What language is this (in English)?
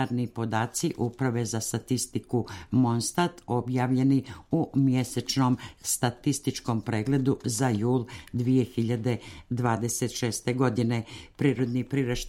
Serbian